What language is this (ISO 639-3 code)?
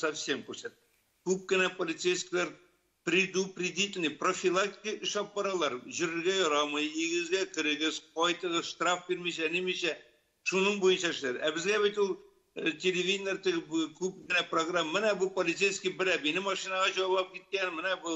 tat